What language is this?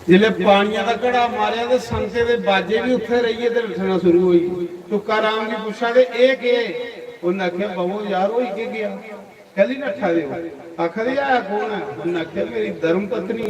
Dogri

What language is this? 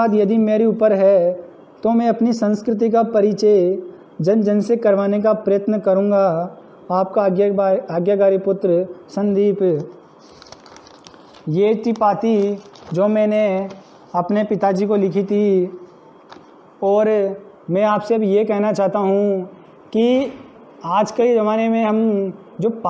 Hindi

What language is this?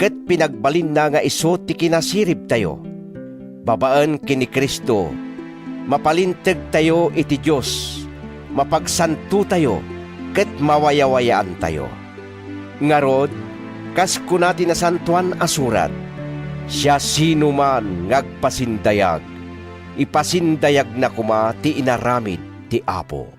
Iloko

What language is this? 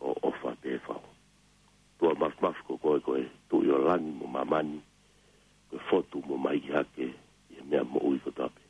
Tongan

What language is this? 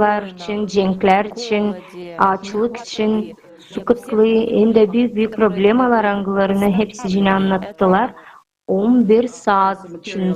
Gagauz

